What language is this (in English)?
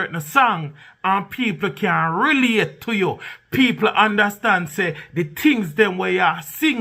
Jamaican Creole English